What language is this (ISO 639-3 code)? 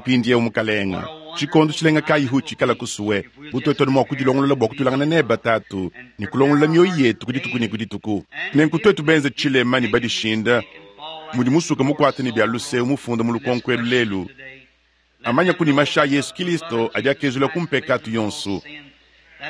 lua